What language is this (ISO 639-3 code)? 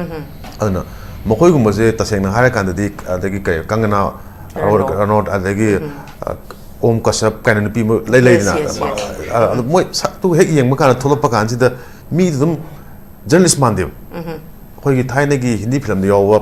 mni